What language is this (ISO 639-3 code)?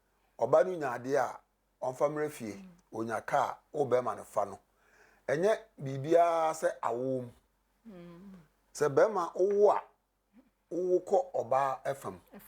aka